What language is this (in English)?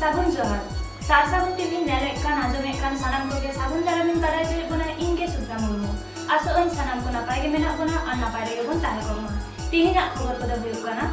Santali